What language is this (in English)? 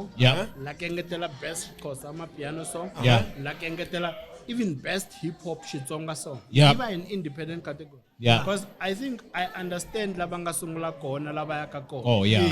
Tsonga